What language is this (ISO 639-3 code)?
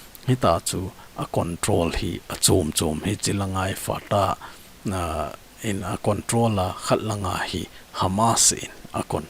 tcz